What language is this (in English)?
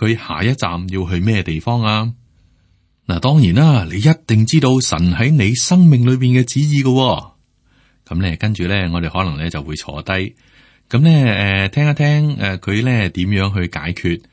Cantonese